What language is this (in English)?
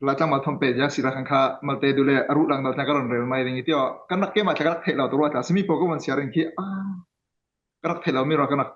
Falam Chin